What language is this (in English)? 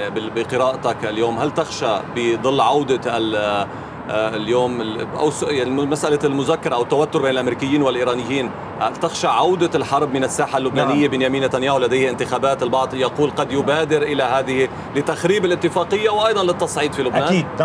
Arabic